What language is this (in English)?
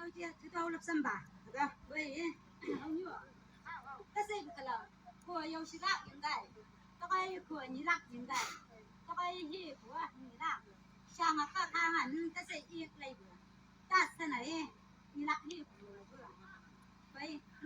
Chang Naga